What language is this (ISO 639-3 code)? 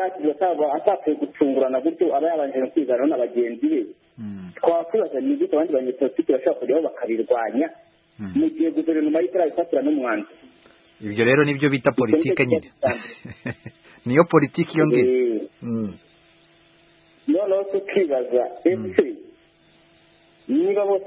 kin